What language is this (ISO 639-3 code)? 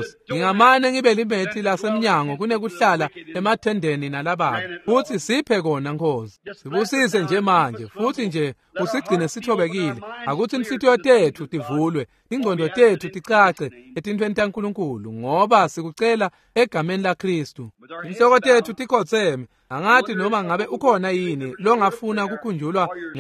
ssw